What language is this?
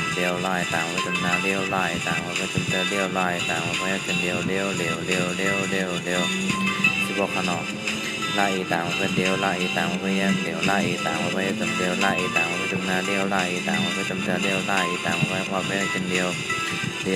Shan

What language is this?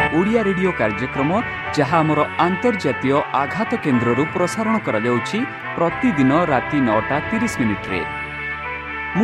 Odia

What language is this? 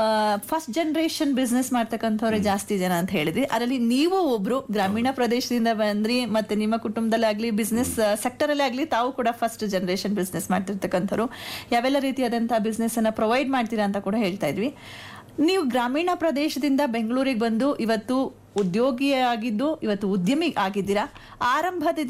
Kannada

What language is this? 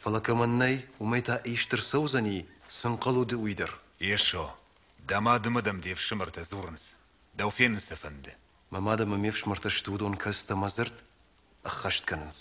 Ossetic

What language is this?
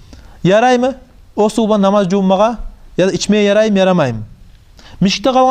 Kumyk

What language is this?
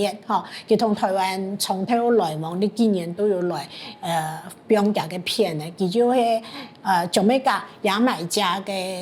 Hakka Chinese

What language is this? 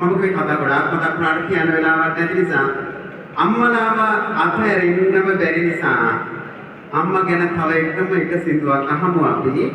Sinhala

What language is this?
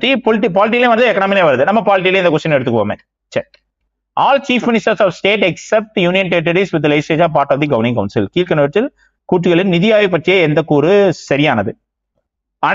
Tamil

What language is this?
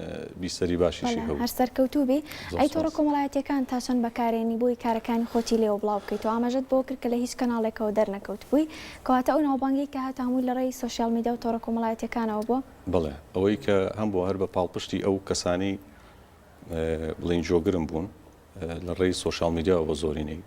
Central Kurdish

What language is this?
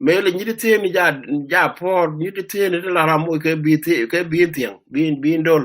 Nuer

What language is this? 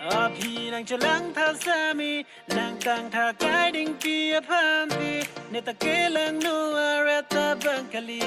Karbi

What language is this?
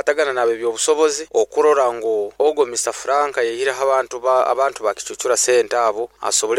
Nyoro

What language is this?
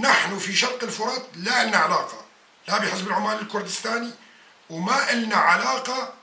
North Levantine Arabic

